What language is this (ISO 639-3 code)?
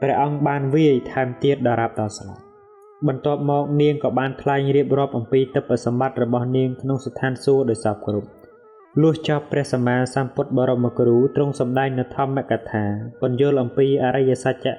khm